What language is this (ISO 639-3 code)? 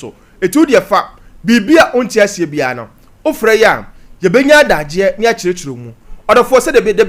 aka